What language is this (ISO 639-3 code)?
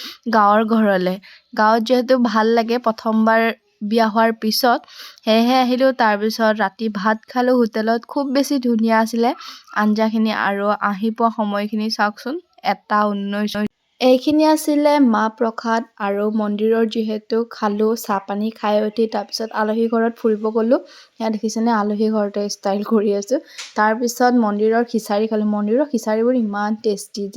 asm